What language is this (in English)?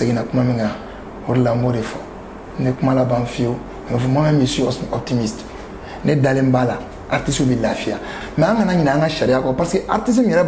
Bambara